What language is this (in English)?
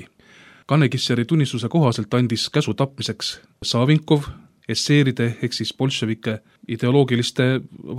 Estonian